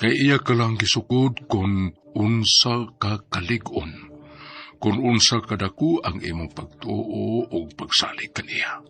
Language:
Cebuano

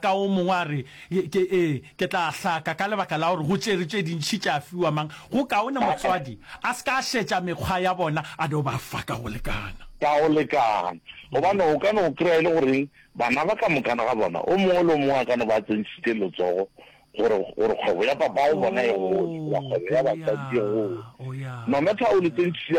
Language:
Northern Sotho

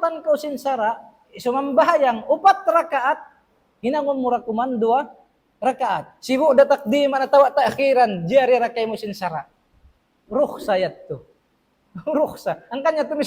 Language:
Tausug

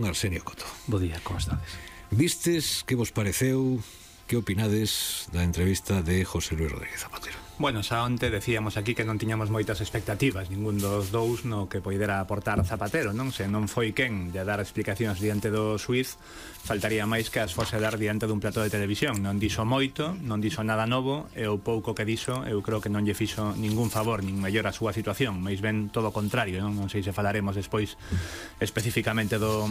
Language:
Galician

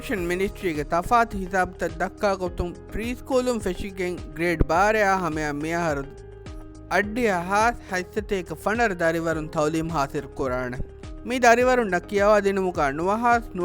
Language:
Divehi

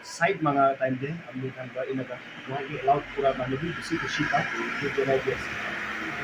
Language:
Naga Pidgin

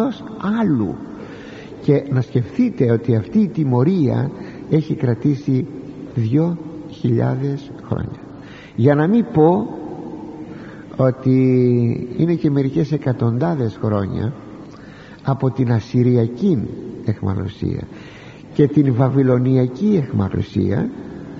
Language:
Greek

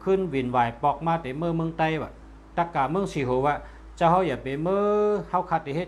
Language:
Shan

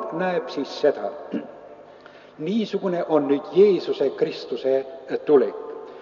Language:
Estonian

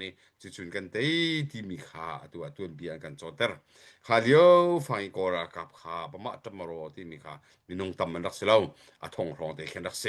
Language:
Hakha Chin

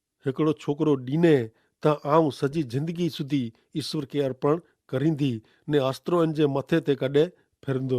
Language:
Kachhi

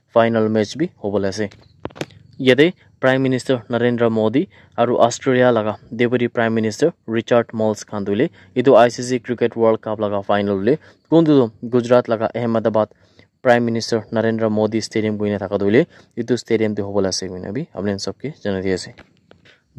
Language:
Naga Pidgin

